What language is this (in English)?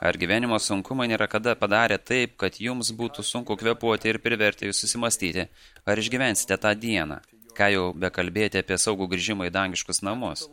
Lithuanian